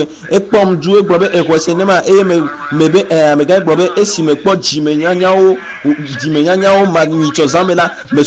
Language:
Ewe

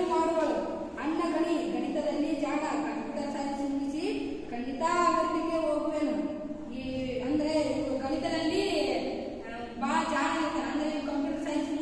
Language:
Kannada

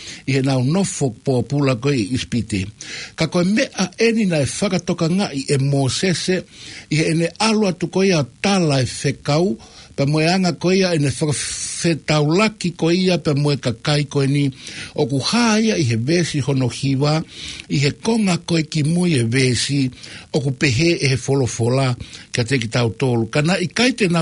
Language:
Tongan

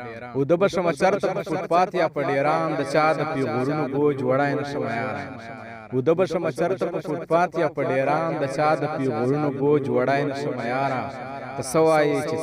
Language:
Pashto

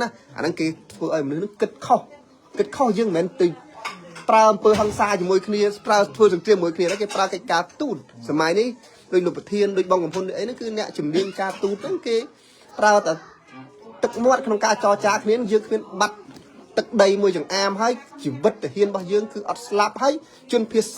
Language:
Khmer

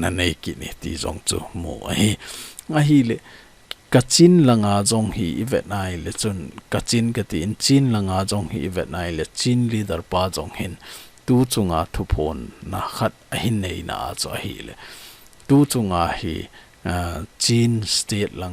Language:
Thado Chin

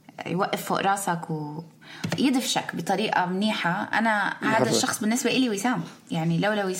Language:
North Levantine Arabic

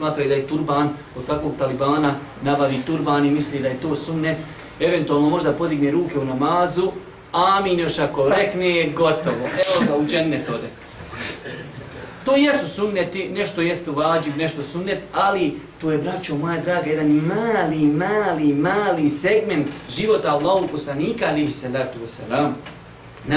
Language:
Bosnian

